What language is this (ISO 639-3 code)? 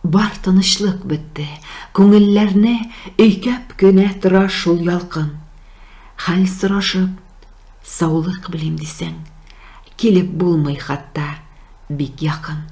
tat